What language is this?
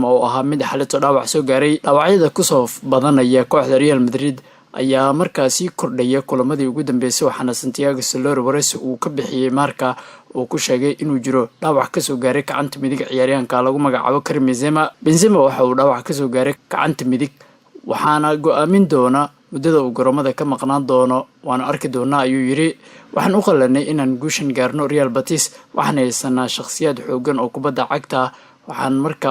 Somali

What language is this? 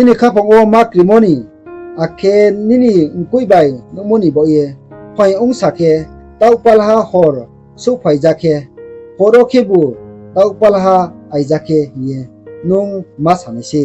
Riang (India)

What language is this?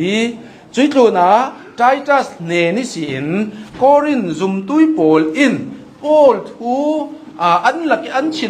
Hakha Chin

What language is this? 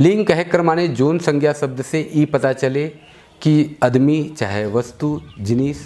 Sadri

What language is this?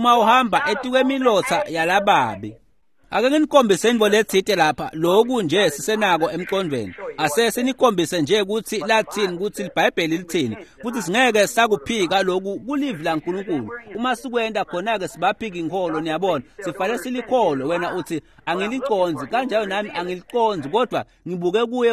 Swati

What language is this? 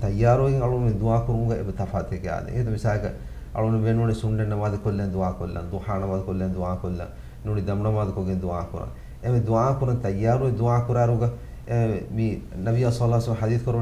Divehi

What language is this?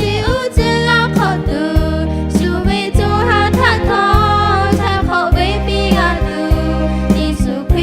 Lahu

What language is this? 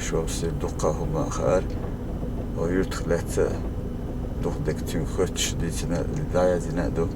Chechen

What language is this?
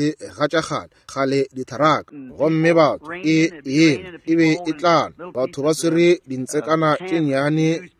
Northern Sotho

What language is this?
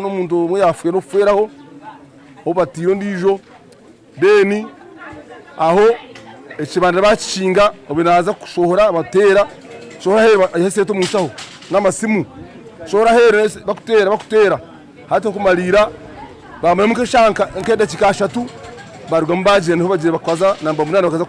Nyankole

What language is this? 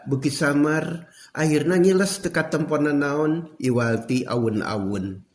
Sundanese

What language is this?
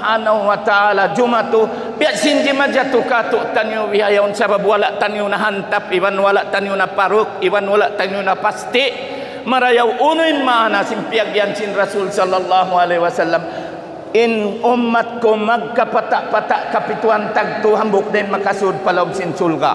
Tausug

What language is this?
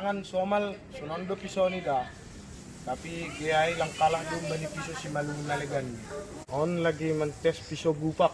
Batak Simalungun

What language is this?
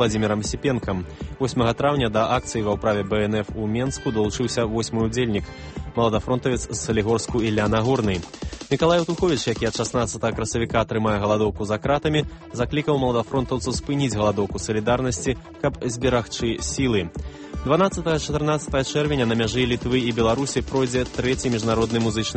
Belarusian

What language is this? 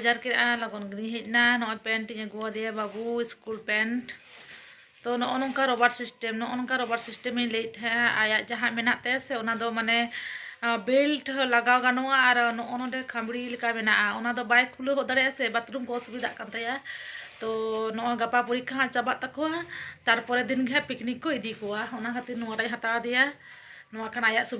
Santali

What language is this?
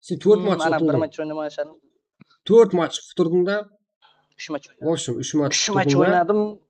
Kara-Kalpak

